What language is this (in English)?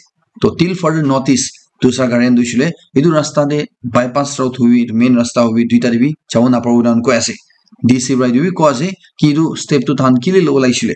Naga Pidgin